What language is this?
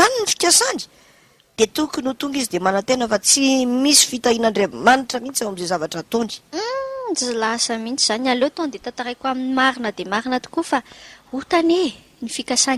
Malagasy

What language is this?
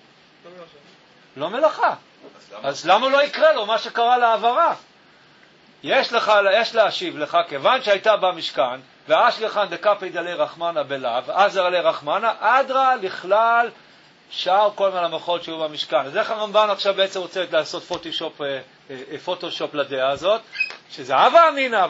Hebrew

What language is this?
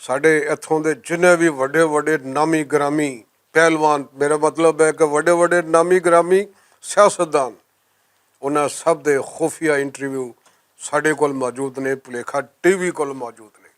Western Panjabi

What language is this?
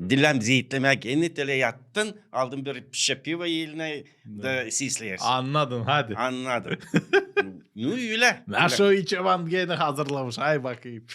Gagauz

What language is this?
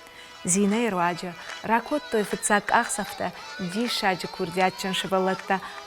Ossetic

